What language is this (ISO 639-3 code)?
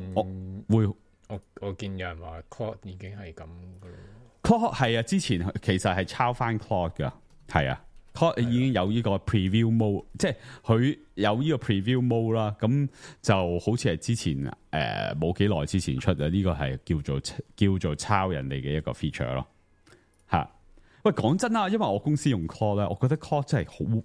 yue